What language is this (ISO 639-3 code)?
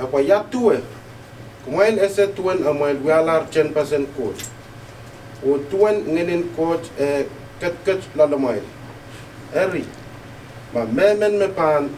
pon